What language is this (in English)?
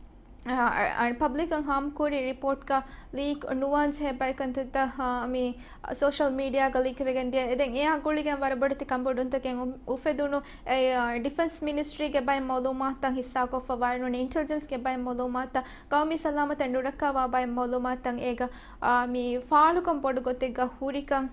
Divehi